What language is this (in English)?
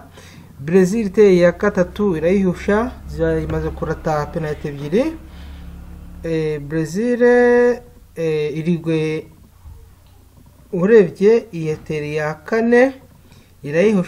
Kinyarwanda